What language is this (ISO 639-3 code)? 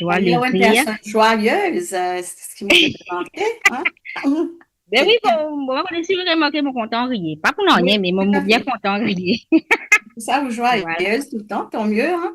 mfe